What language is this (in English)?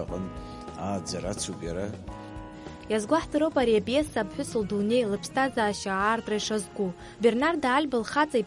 Abkhazian